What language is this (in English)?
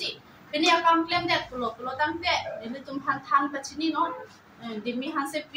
Karbi